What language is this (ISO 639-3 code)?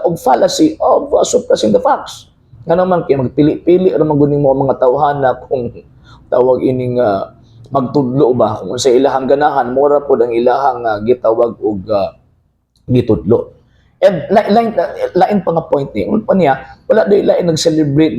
ceb